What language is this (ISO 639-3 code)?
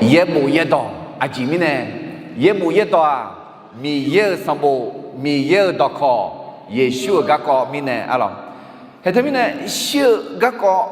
ahk